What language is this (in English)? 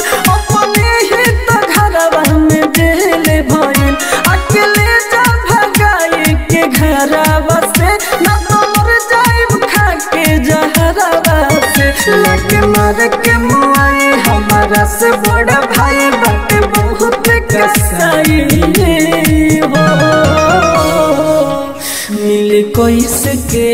Bhojpuri